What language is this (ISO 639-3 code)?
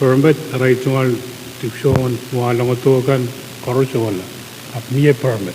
pon